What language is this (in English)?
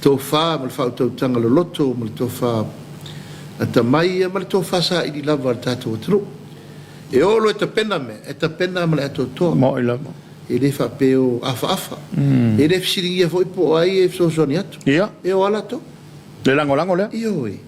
Samoan